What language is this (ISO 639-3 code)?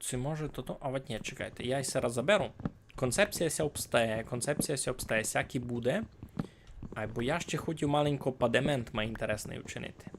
rue